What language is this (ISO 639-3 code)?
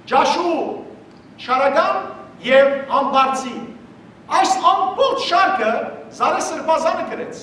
hyw